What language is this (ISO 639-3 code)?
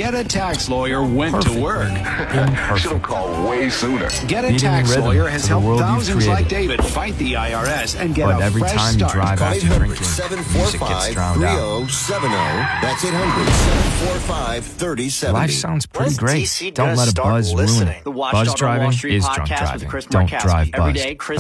eng